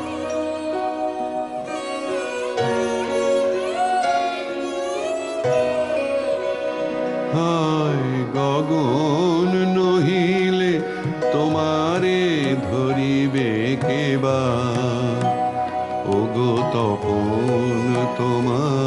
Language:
Bangla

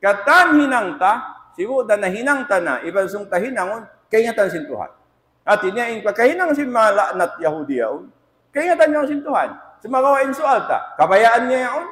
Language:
Tausug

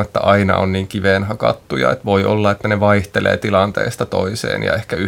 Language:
Finnish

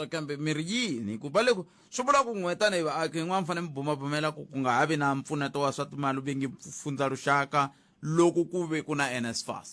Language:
Tsonga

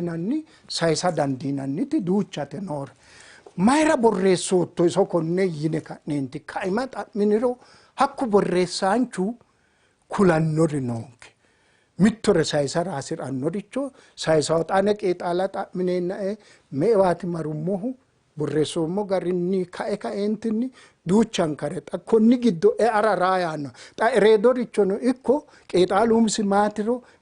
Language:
Sidamo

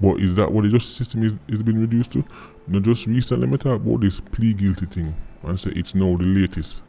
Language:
Jamaican Creole English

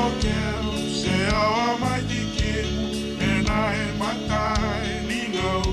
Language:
Fijian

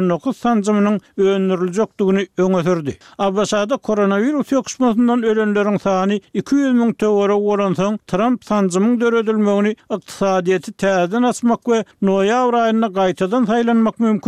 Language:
Turkmen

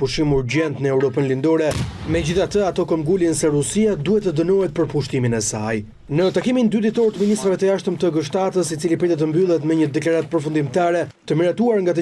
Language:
Albanian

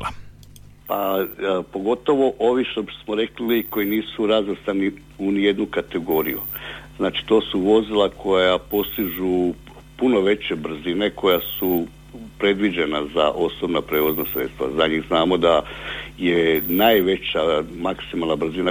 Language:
Croatian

